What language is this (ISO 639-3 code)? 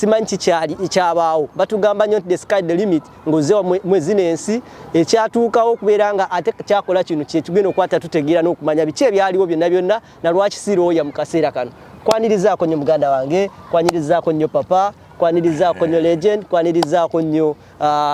lug